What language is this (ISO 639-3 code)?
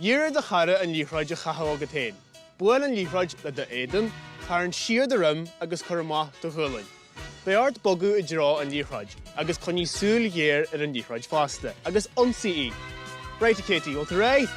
gle